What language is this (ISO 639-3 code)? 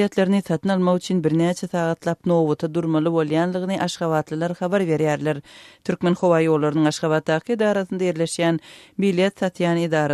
tuk